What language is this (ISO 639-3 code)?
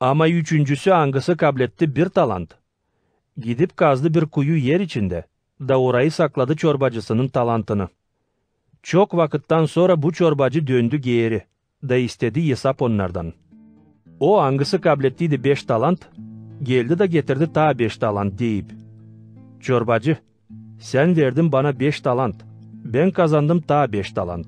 gag